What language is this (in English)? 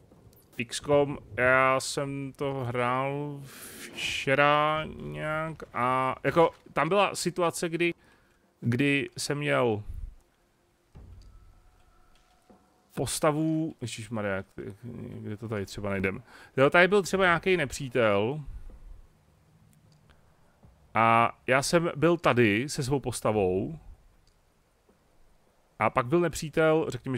Czech